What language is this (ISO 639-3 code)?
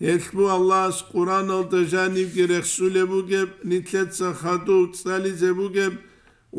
ava